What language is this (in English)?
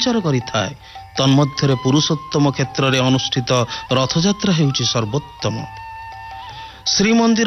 Odia